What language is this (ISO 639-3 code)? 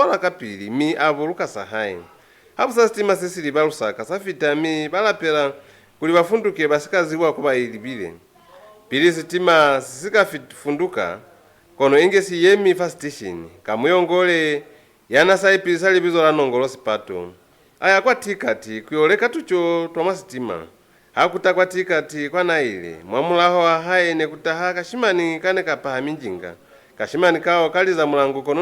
loz